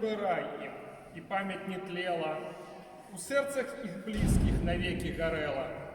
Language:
Belarusian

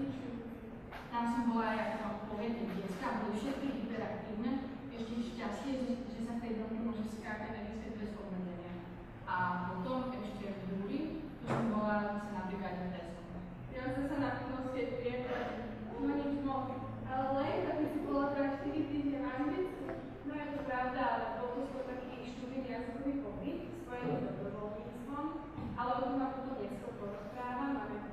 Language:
Slovak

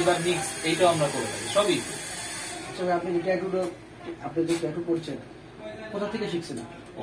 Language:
Bangla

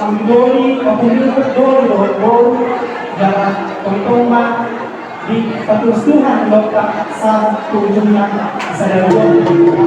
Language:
Batak Toba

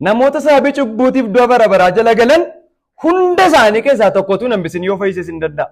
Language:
Oromo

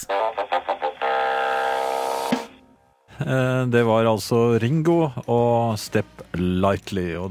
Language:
Norwegian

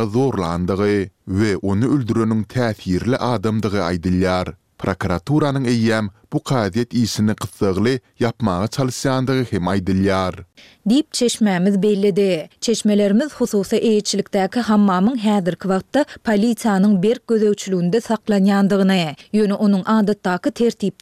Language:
Turkmen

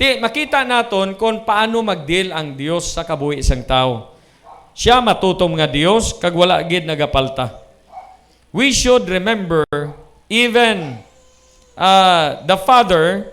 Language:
Hiligaynon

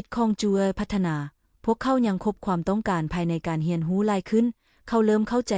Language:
Lao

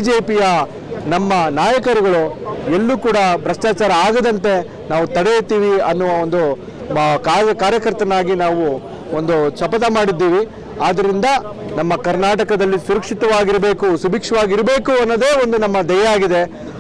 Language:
Kannada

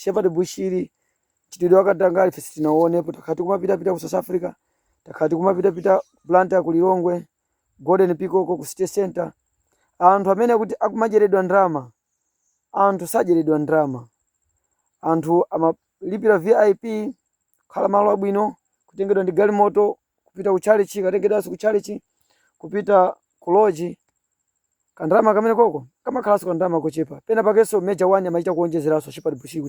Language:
Nyanja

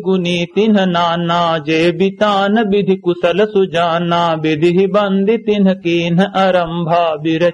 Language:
Awadhi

